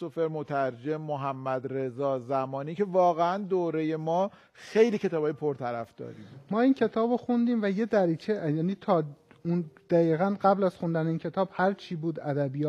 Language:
Persian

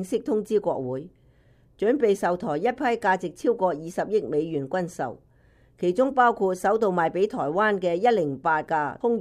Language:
Cantonese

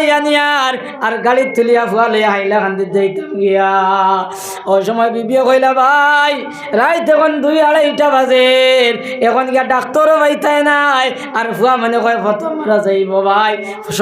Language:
Sylheti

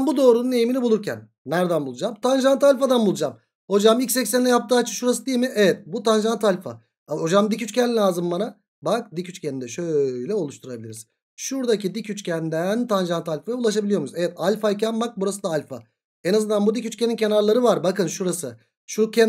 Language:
Turkish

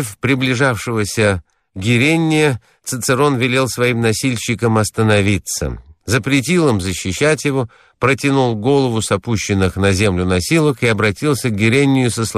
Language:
Russian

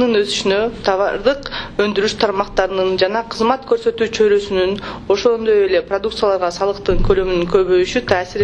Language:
Kyrgyz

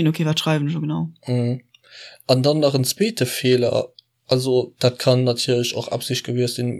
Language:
Luxembourgish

